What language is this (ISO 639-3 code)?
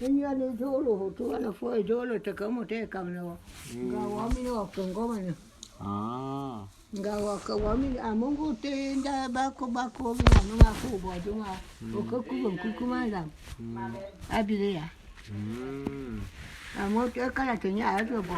bum